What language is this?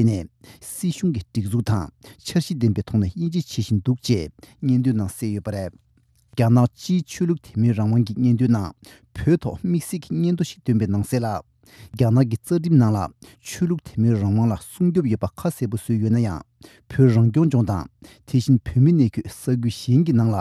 Tibetan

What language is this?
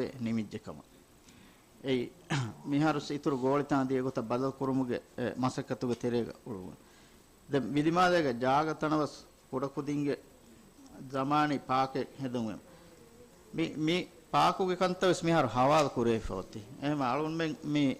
Divehi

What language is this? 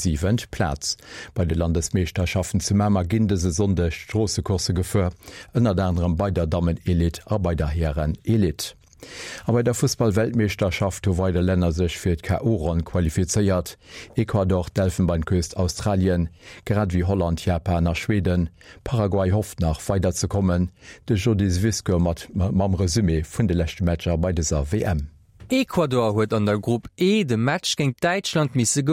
Luxembourgish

